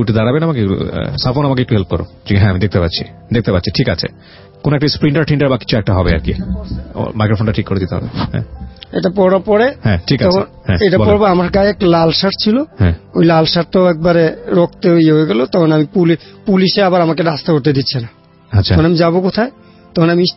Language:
Bangla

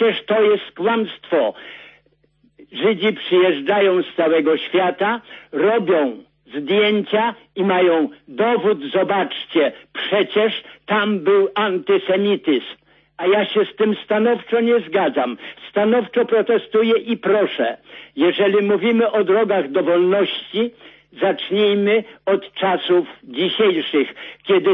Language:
Polish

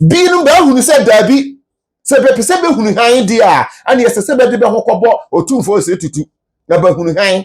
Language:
Akan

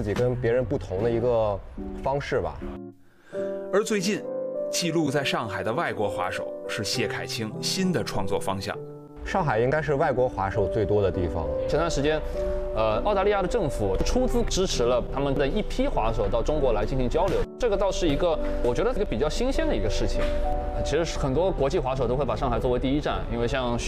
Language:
Chinese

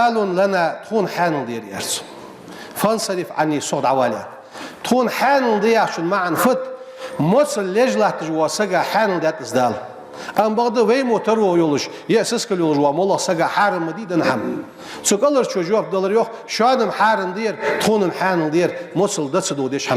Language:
Ingush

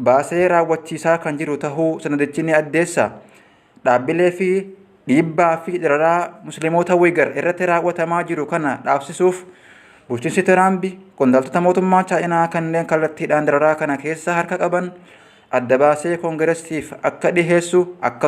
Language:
Oromo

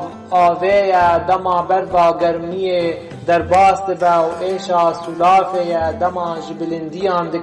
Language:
Kurdish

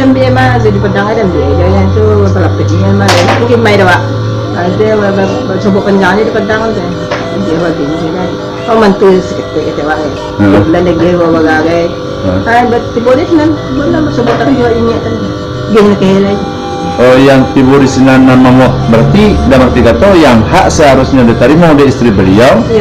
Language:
Minangkabau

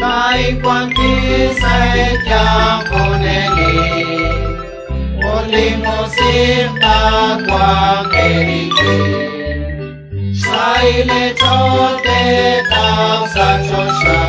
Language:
Kekchí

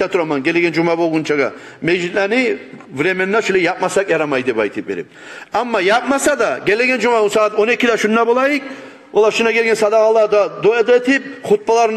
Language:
Kumyk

